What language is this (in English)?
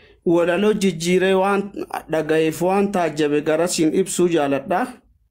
Oromo